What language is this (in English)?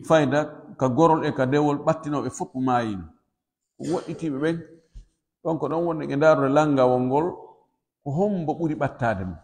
Pular